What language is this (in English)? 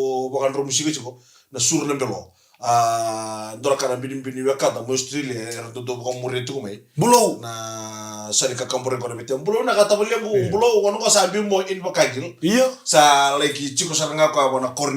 Fijian